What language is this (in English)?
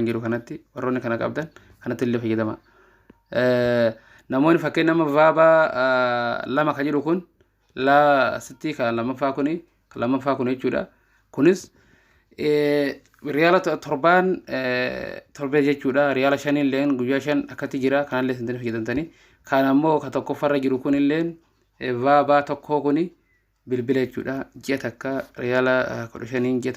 Oromo